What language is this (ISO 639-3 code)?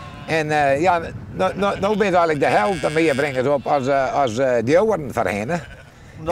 fry